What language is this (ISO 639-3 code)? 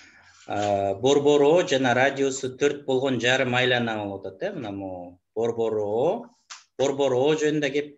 kir